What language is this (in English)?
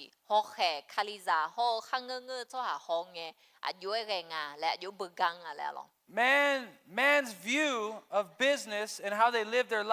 Akha